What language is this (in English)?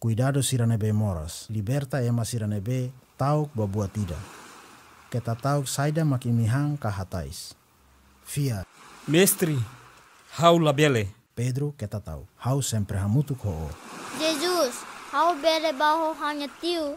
Tetum